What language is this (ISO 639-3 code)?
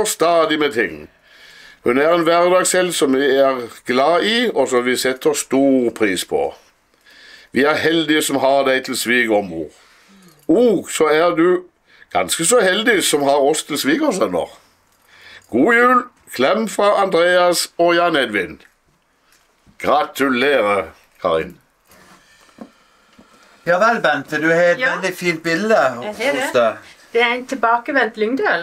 nor